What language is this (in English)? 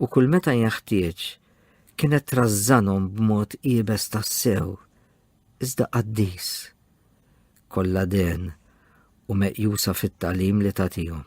Maltese